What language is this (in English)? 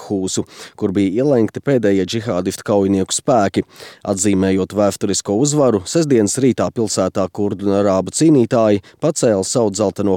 Latvian